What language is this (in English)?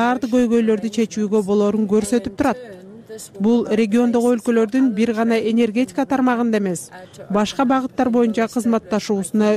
Kyrgyz